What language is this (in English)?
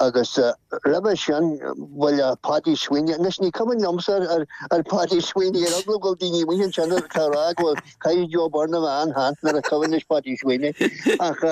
Irish